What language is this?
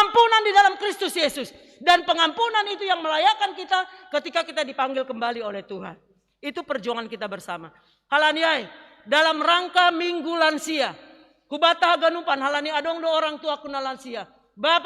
Batak Simalungun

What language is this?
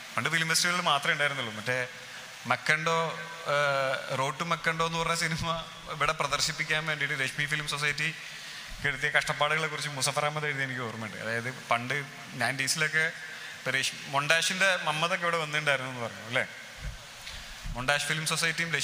Malayalam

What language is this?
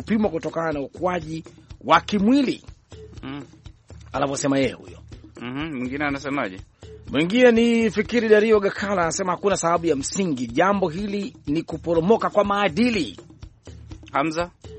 Swahili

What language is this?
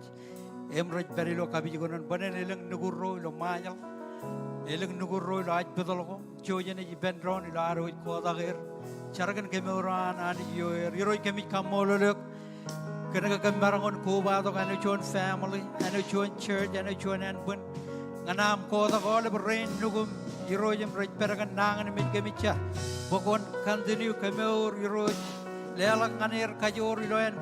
Marshallese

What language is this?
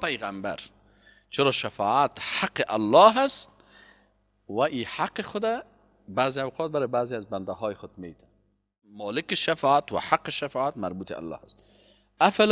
Persian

